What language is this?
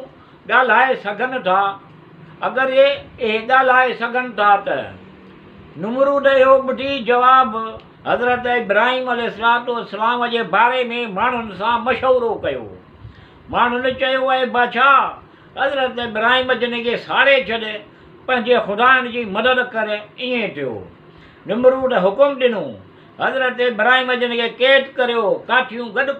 Sindhi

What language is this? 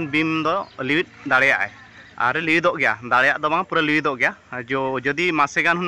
Santali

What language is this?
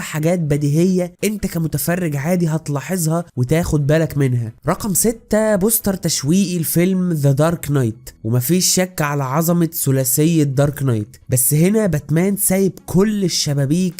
Egyptian Arabic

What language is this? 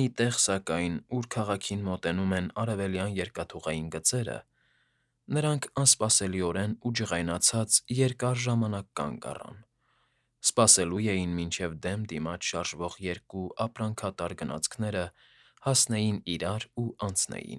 Armenian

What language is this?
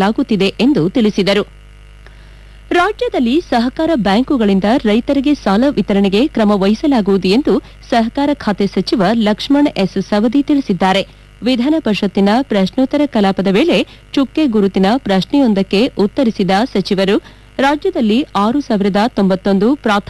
Kannada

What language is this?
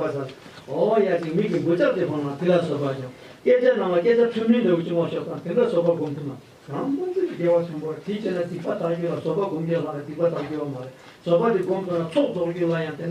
Tibetan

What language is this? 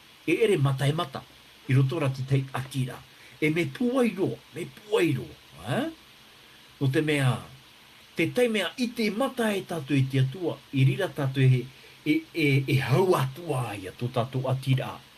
Tahitian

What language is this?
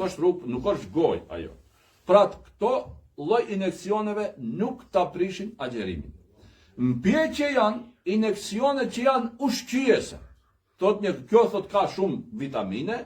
Albanian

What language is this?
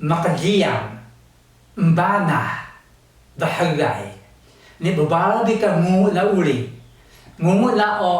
Taroko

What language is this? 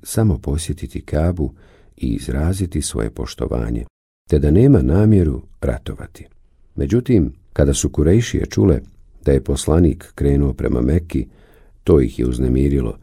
Bosnian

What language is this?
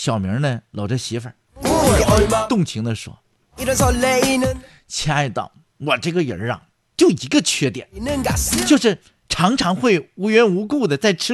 Chinese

